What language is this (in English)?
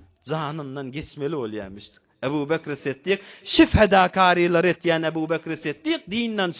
Turkmen